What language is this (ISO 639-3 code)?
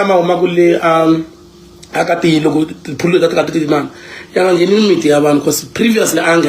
tso